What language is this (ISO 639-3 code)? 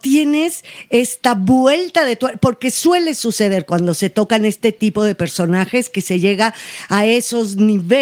spa